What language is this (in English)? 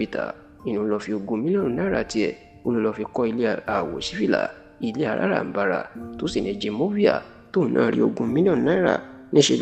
Yoruba